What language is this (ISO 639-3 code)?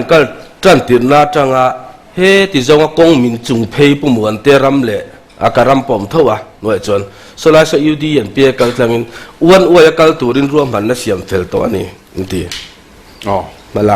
lus